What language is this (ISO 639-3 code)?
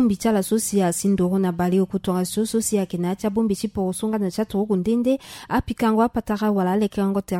sag